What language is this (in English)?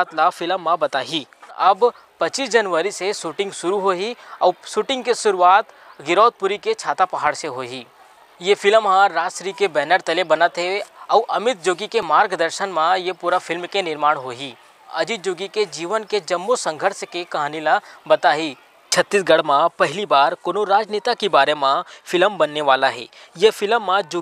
Chhattisgarhi